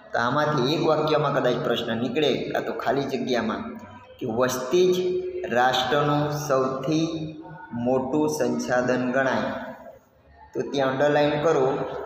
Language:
Gujarati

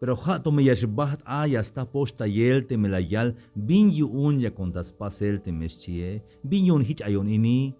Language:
Tzeltal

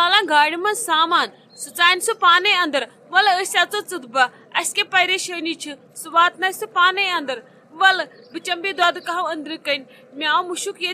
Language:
Kashmiri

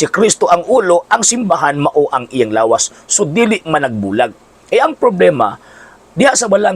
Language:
Cebuano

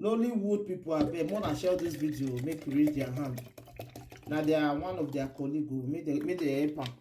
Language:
Nigerian Pidgin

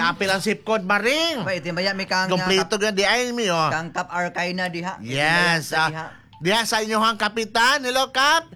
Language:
Cebuano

